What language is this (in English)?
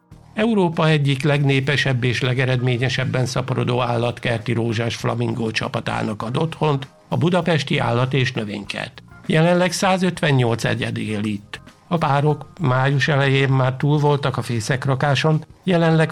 Hungarian